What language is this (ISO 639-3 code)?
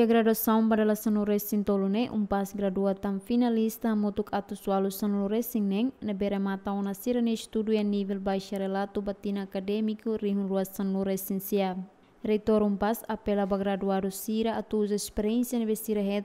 tet